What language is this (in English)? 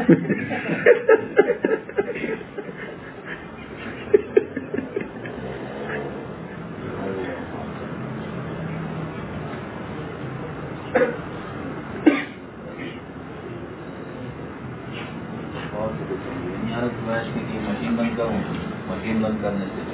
Urdu